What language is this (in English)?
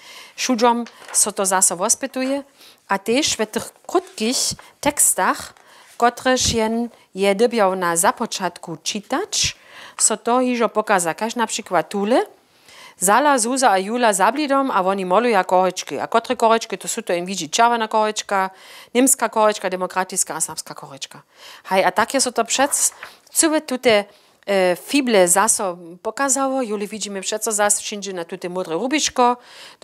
Upper Sorbian